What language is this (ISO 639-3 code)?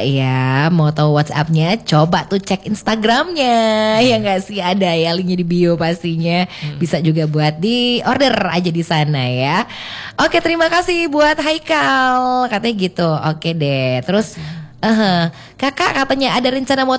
ind